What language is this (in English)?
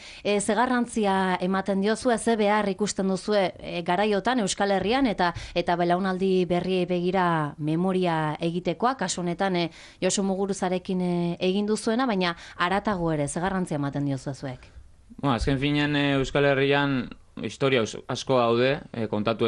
Basque